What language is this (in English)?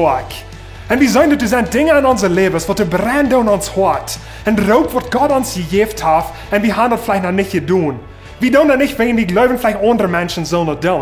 Plautdietsch